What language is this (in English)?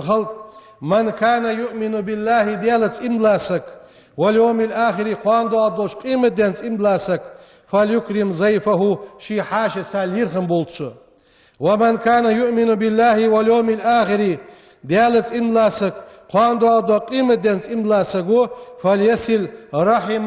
Ingush